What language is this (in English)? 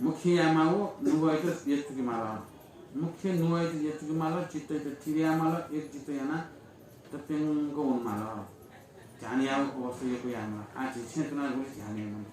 Newari